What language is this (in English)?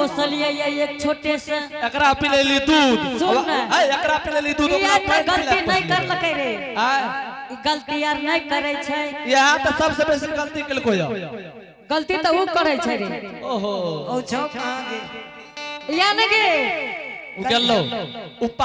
Angika